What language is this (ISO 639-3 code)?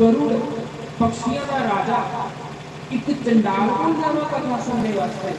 doi